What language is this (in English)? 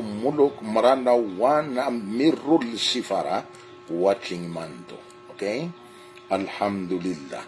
Maranao